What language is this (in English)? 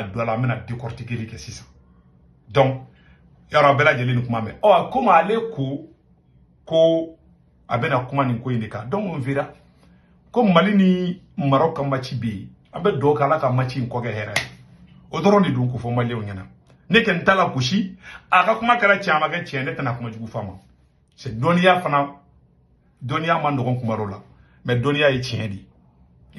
Bambara